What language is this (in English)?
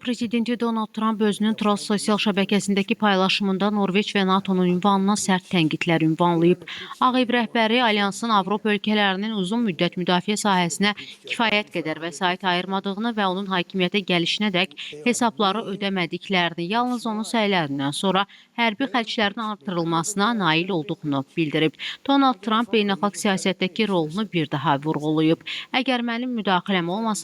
Azerbaijani